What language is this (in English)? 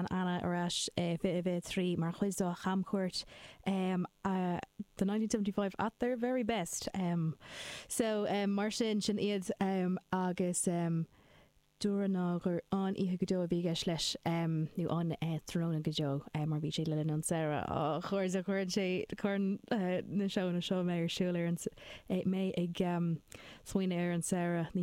Irish